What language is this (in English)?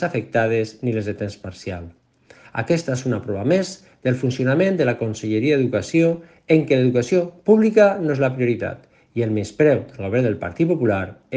Catalan